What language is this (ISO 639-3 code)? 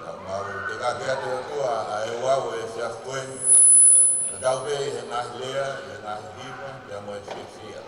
ton